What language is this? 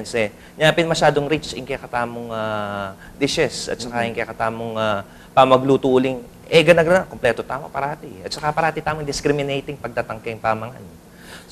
Pampanga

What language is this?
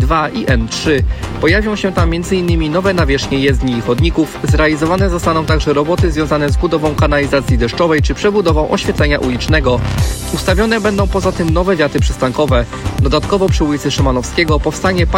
Polish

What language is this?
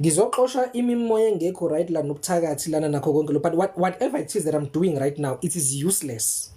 Zulu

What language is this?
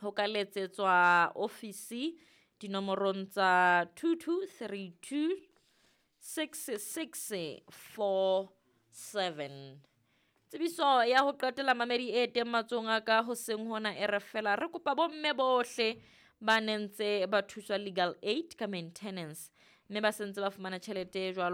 Southern Sotho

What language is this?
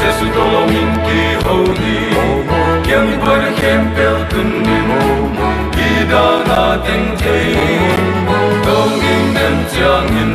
Paite Chin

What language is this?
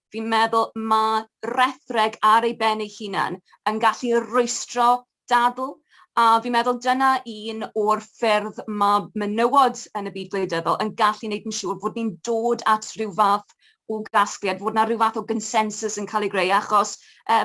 Welsh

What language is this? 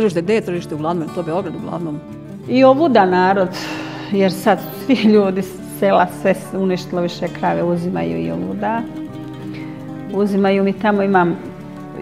Serbian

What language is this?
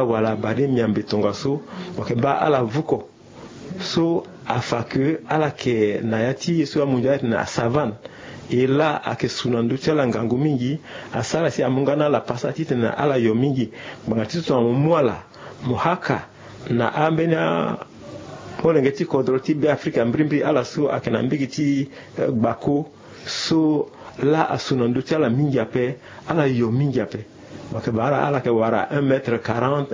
Sango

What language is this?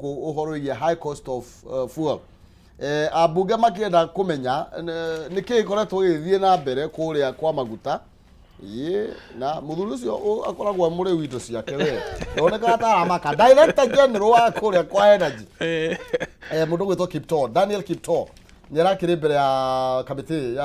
Kikuyu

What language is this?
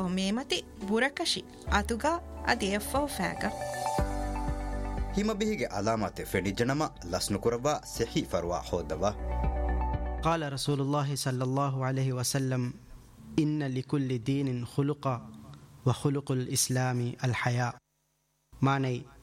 Divehi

